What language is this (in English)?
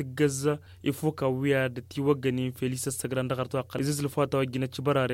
Tamasheq